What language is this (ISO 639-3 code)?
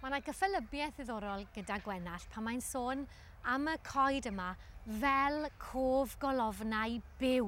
cym